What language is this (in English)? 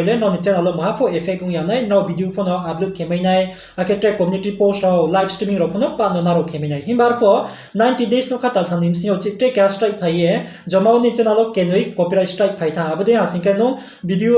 Riang (India)